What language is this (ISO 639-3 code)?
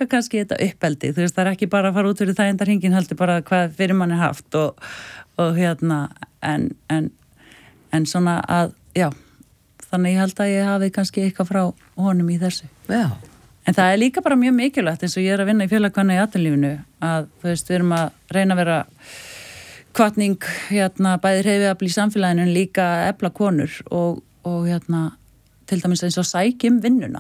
isl